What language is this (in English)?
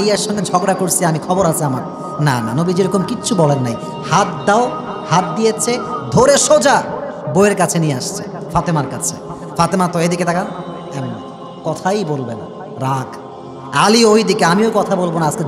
Bangla